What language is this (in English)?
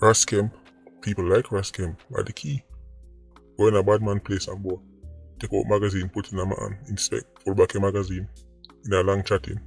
Jamaican Creole English